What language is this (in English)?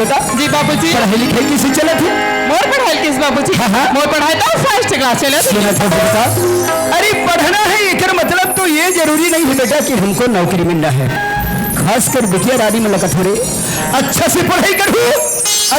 Chhattisgarhi